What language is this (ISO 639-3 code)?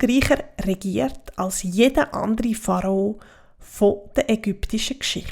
gsw